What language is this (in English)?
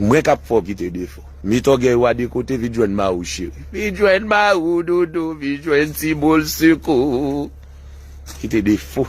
Haitian Creole